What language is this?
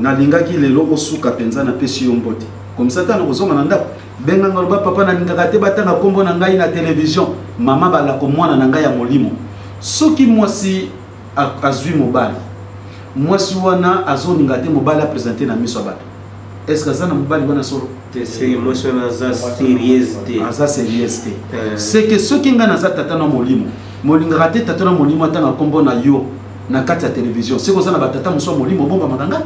Lingala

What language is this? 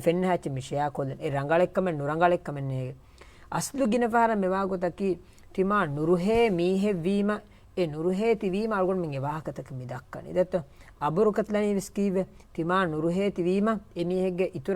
Divehi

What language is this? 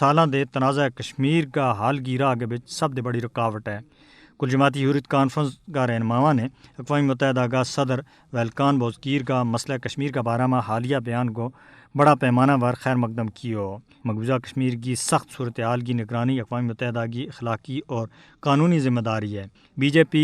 Gujari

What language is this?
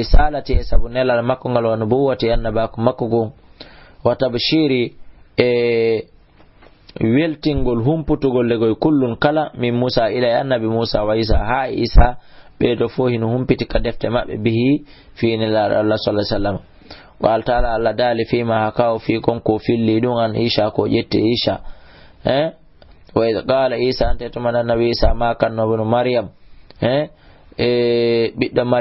Fula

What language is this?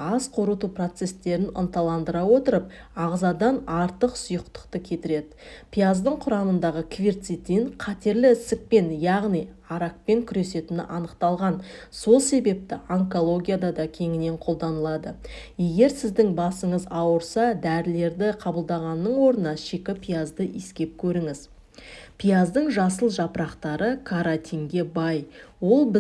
Kazakh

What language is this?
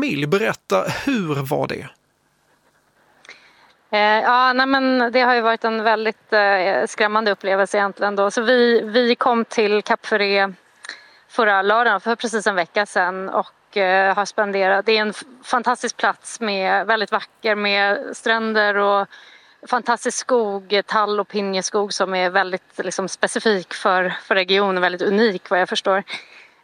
Swedish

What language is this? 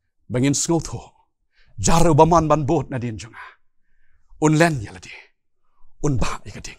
Khasi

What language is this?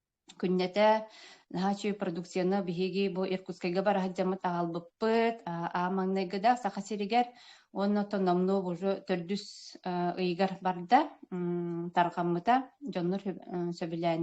Yakut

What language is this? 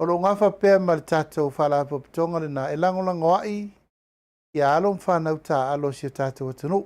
Samoan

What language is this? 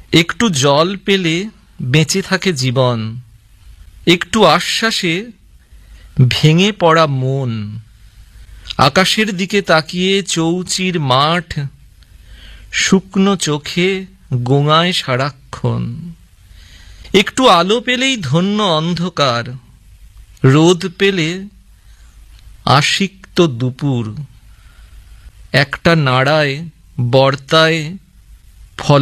Bangla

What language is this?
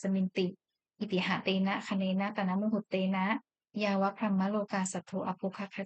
Pali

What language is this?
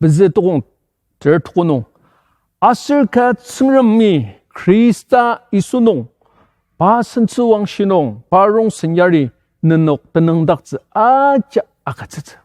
Ao Naga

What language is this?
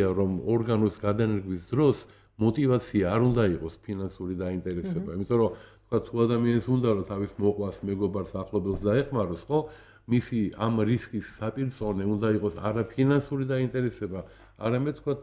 Georgian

